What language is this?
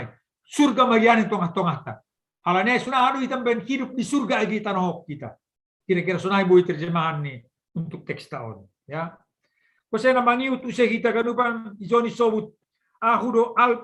Batak Simalungun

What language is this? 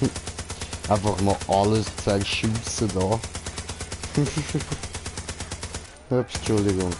Swiss German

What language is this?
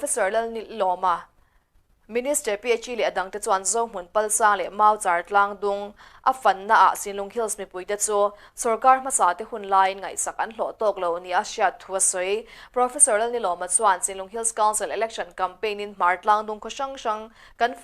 Mizo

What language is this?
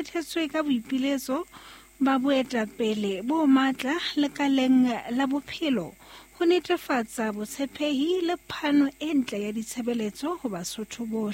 Southern Sotho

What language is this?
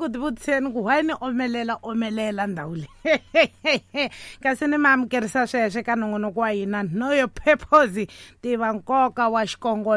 Tsonga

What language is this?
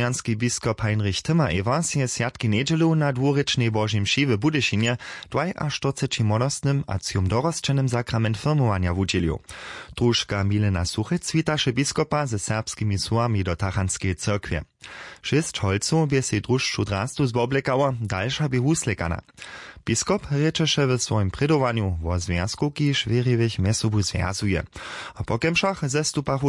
Upper Sorbian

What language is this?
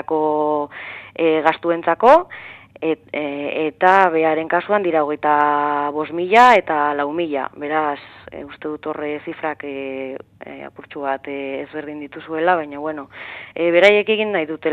Basque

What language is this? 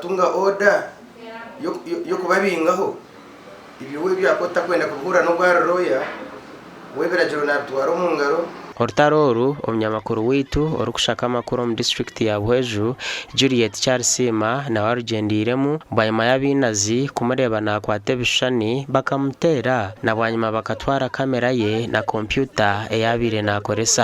Nyankole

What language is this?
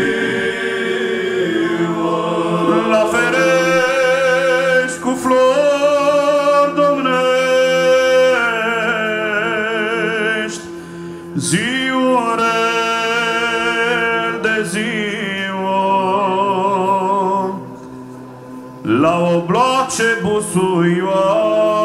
Romanian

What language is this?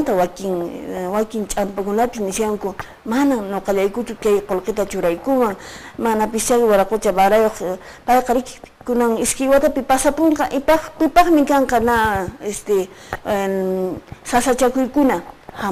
Quechua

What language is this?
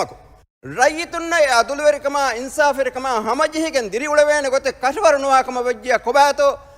Divehi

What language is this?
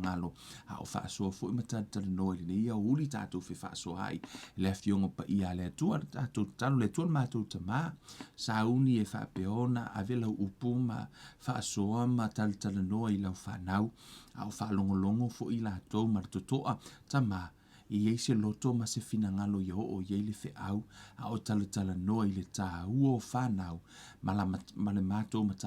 Samoan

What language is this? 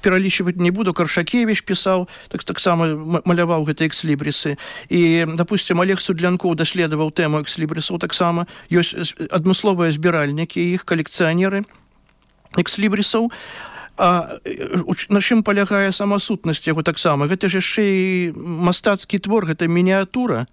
Belarusian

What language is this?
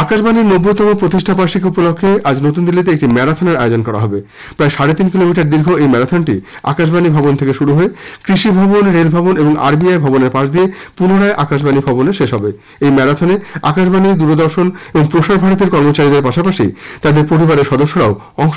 Bangla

